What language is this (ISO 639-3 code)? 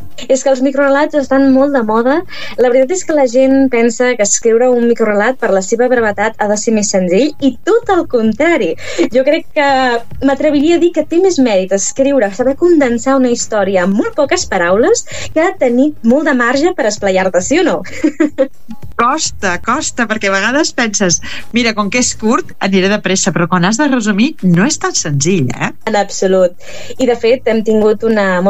cat